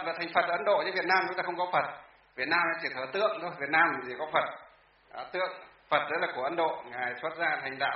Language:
Vietnamese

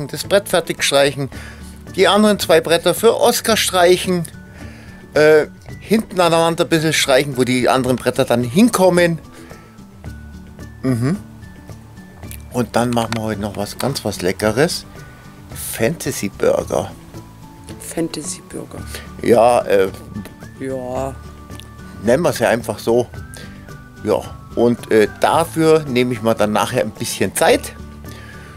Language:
German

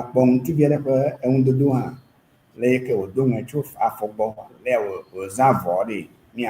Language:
Ewe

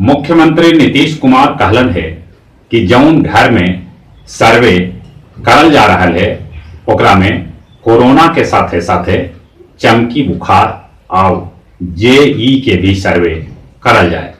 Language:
Magahi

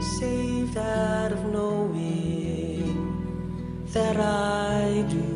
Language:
Bikol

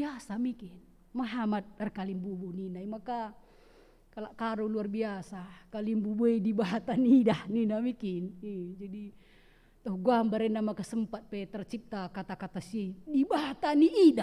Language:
Batak Karo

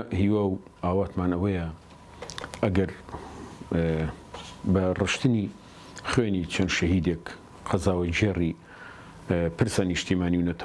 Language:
Central Kurdish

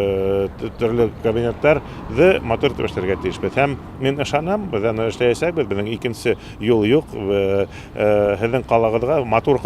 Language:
Bashkir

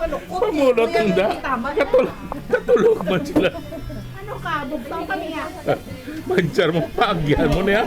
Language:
Hiligaynon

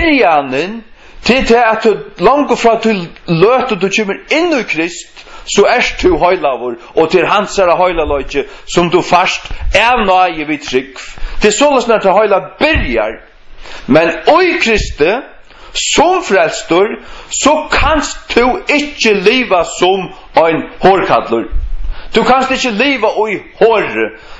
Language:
Faroese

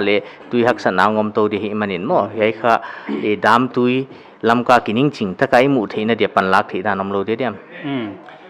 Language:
Paite Chin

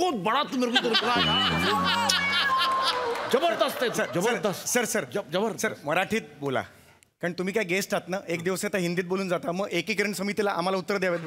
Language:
Marathi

